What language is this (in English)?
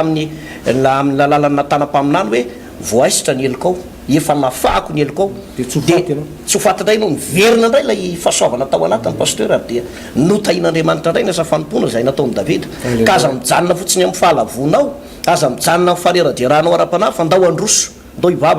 Malagasy